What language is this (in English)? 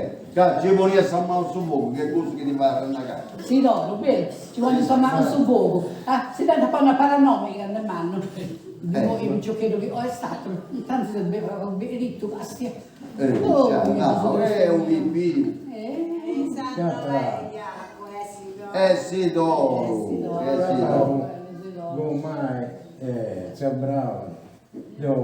Sardinian